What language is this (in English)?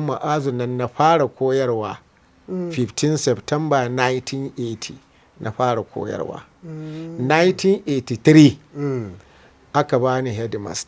Hausa